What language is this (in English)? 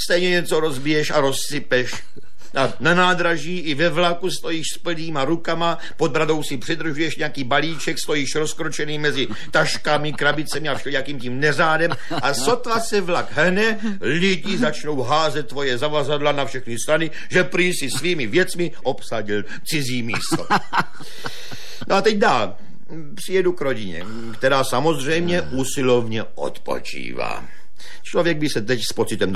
Czech